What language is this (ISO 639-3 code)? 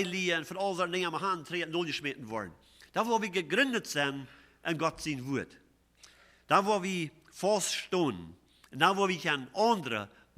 pdt